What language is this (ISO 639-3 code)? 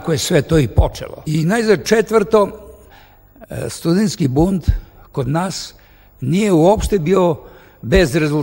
srp